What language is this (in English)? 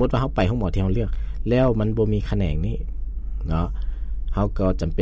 Lao